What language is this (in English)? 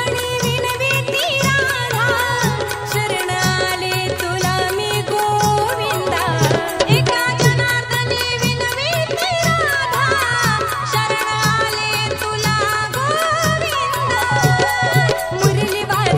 Marathi